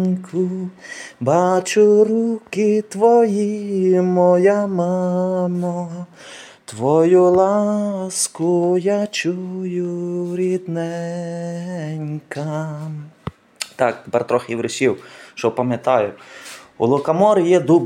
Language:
Ukrainian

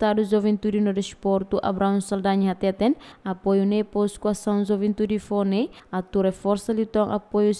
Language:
Tetum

